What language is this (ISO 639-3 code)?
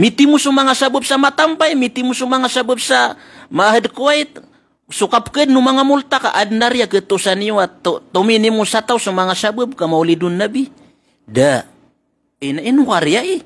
mrw